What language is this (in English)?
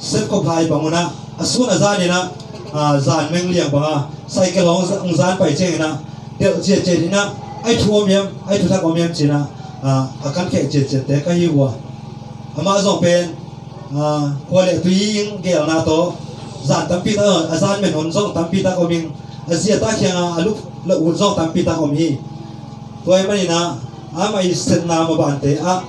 Tedim Chin